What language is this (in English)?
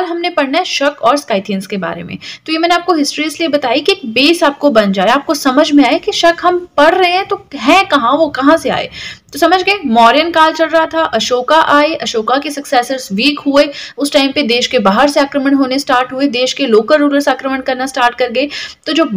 Hindi